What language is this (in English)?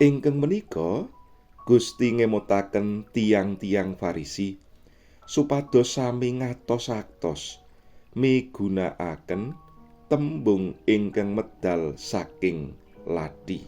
Javanese